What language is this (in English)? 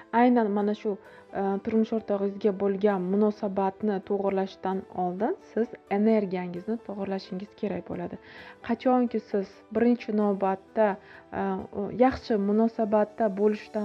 Uzbek